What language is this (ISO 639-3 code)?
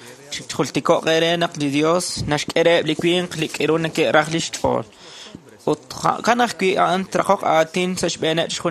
kek